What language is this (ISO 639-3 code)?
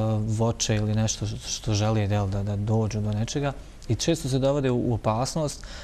bos